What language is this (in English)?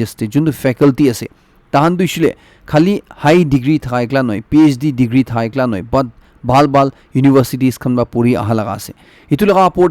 Naga Pidgin